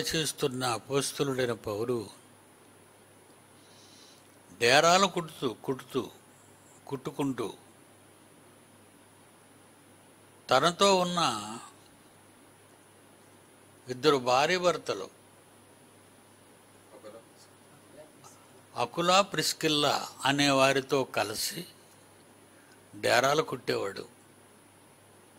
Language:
Telugu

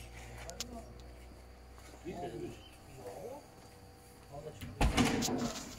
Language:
Croatian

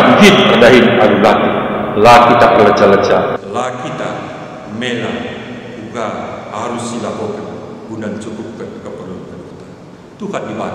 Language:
Batak Karo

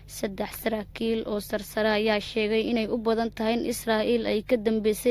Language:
Somali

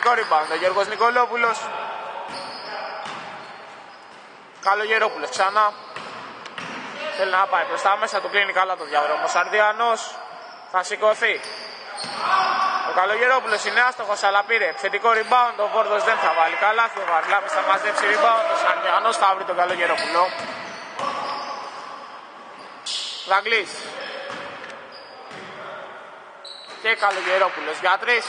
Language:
Greek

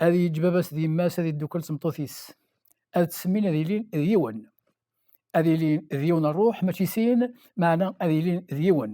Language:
Kabyle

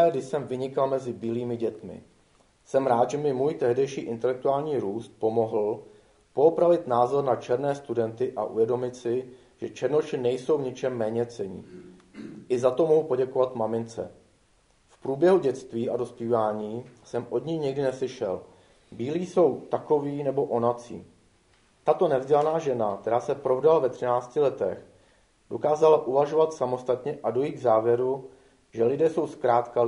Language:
Czech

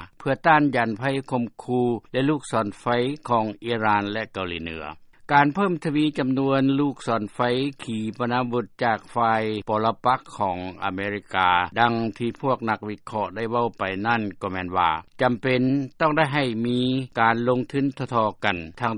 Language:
Lao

